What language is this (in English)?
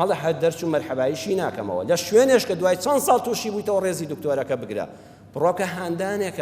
Central Kurdish